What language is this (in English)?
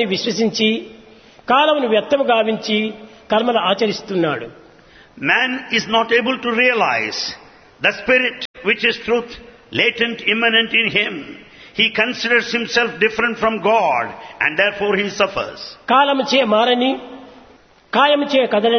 Telugu